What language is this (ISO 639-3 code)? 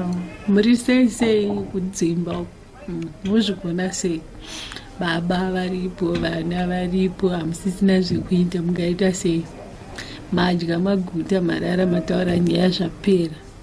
sna